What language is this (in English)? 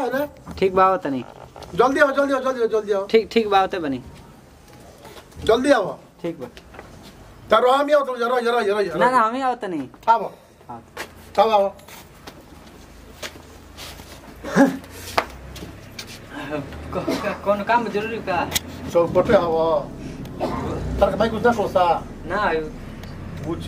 Bhojpuri